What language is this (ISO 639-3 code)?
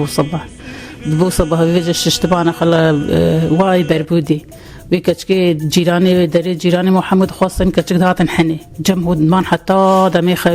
kur